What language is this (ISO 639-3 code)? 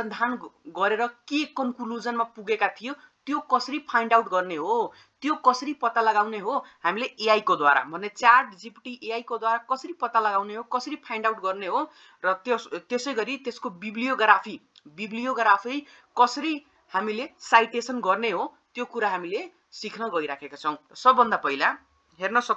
nep